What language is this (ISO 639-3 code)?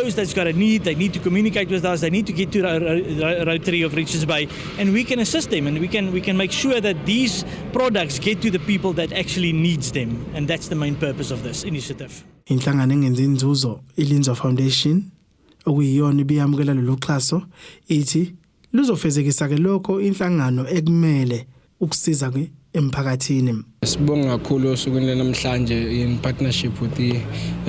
zul